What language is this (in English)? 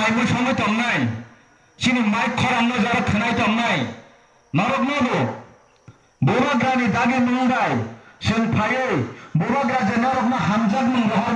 Kok Borok